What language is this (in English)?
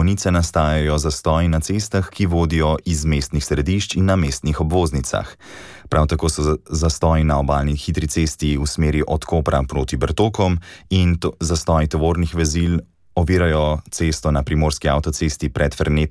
Slovenian